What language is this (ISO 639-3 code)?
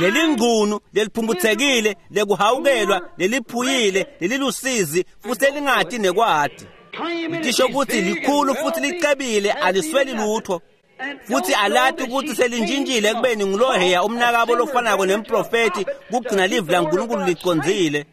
ssw